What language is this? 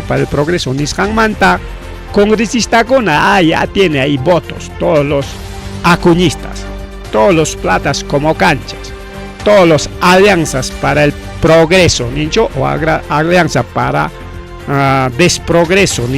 Ayacucho Quechua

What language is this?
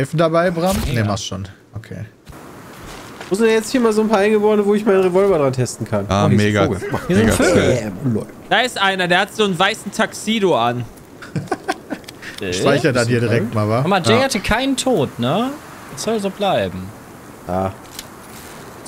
German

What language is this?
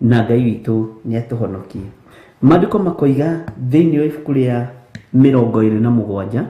Kikuyu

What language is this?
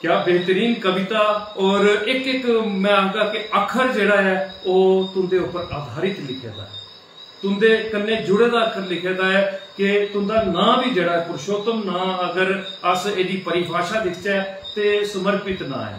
Dogri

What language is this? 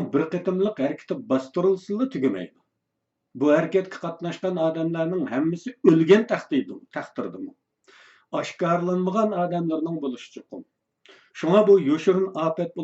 Uyghur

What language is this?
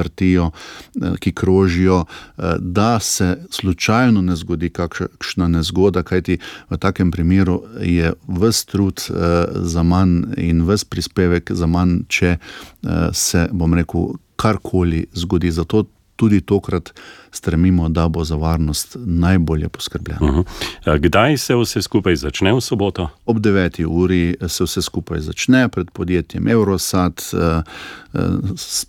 Slovenian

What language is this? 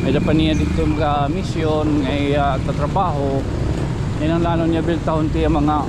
Waray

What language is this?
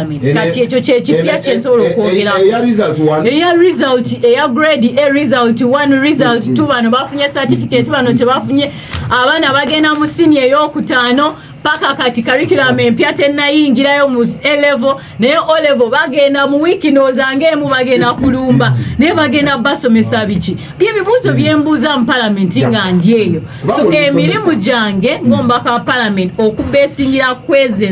Ganda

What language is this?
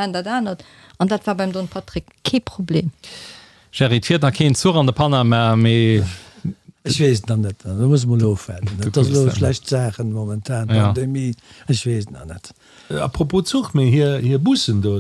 Luxembourgish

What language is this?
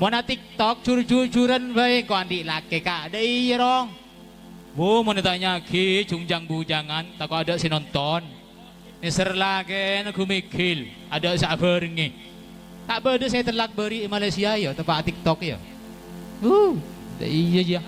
Madurese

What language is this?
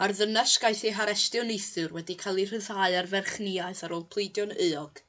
Welsh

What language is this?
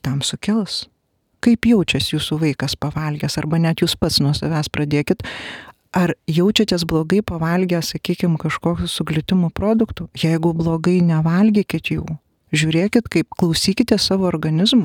Lithuanian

